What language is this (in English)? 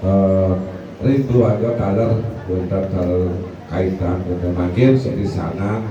Balinese